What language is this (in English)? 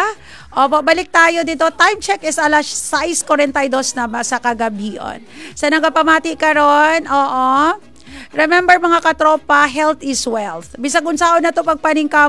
Cebuano